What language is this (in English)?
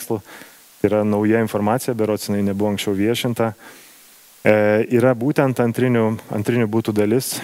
Lithuanian